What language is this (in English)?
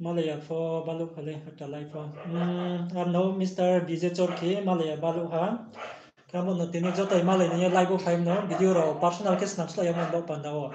Riang (India)